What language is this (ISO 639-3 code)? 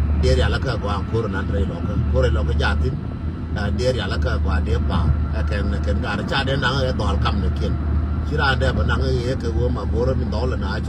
nus